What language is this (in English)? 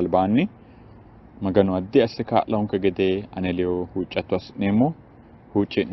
Sidamo